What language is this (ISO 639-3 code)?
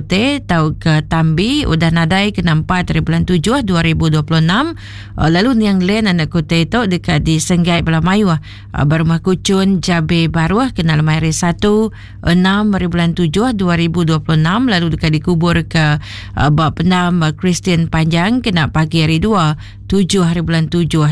iba